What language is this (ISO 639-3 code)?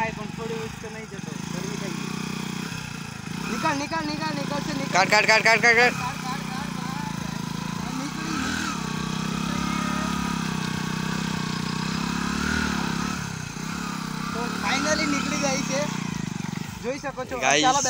guj